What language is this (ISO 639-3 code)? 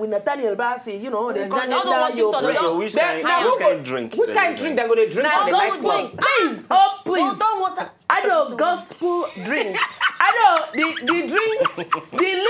pcm